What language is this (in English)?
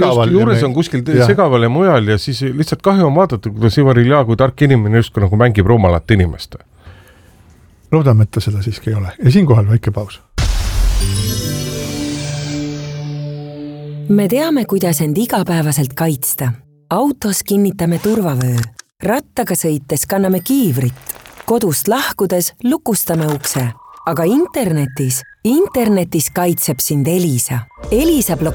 Estonian